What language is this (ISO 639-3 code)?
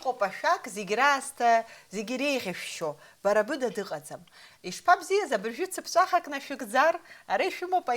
abk